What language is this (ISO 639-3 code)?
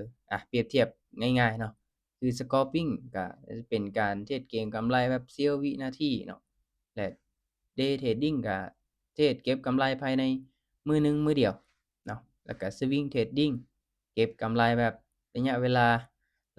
lao